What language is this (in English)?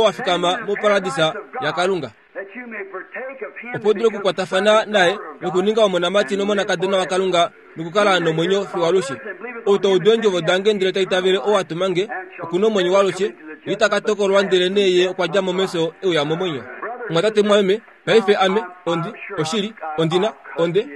Kuanyama